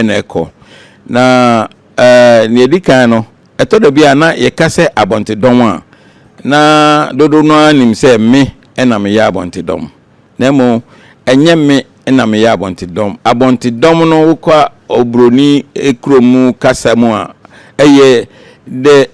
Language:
Akan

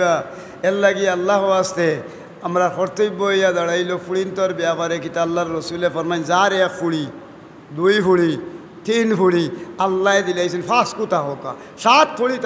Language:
Sylheti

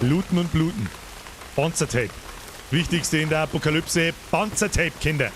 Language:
Bavarian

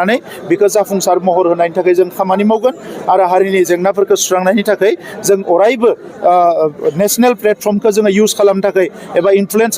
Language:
Bodo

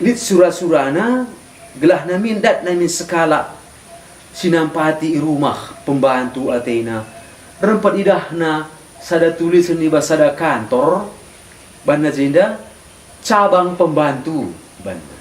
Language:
Batak Karo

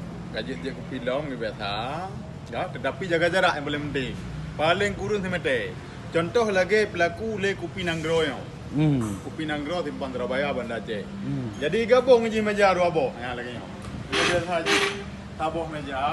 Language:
Achinese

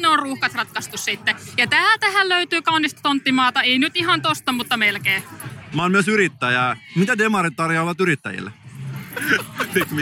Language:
Finnish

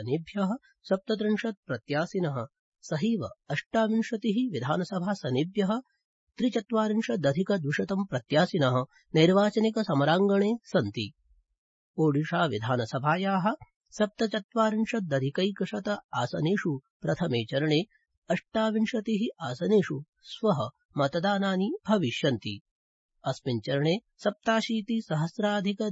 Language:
Sanskrit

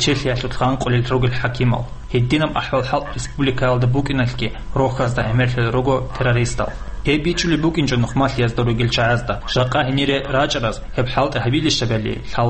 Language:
Avaric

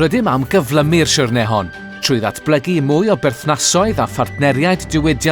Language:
Welsh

